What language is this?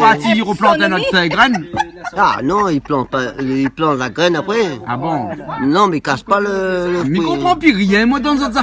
Réunion Creole French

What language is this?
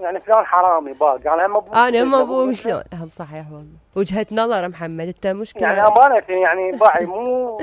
Mesopotamian Arabic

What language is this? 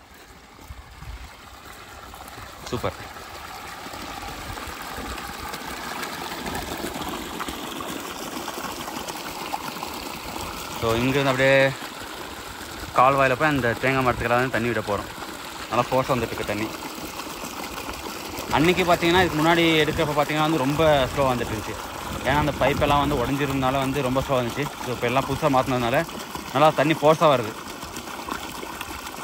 Tamil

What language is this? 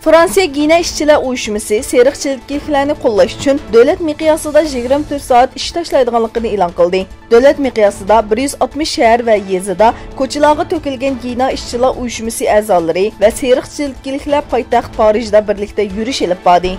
Uyghur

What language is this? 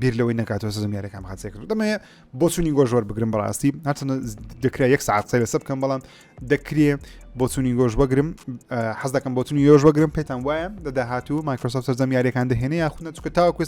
Central Kurdish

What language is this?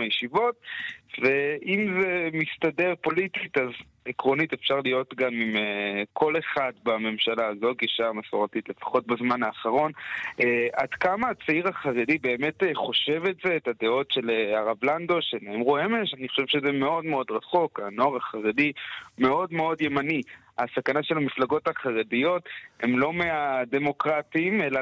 Hebrew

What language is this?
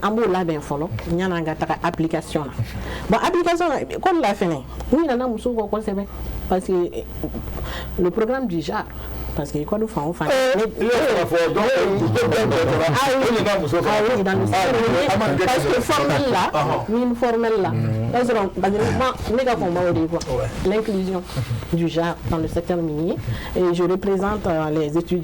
Bambara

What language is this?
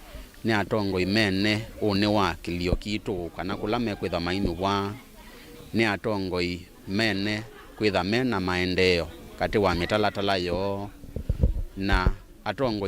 Kamba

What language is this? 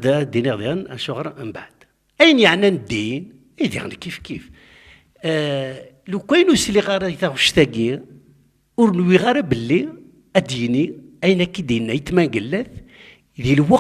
Kabyle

